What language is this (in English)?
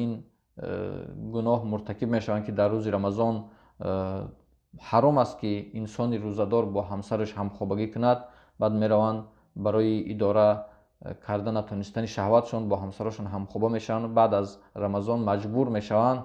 Tajik